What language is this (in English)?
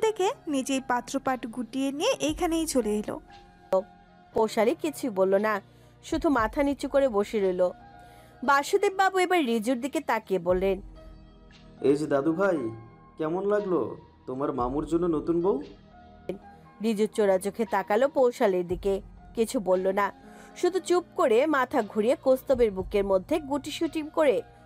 Bangla